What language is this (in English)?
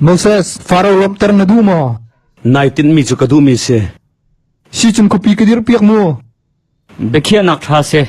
Hakha Chin